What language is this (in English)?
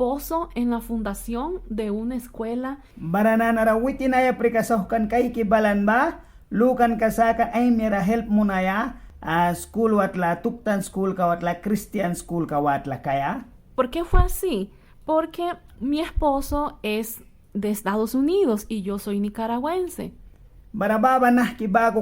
Mískito